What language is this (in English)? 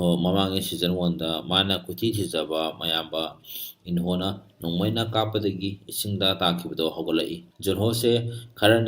Manipuri